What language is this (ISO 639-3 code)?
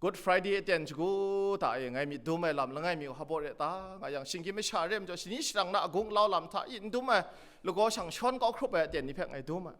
kac